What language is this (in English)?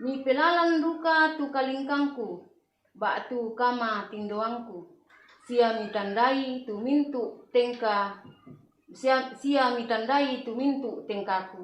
Toraja-Sa'dan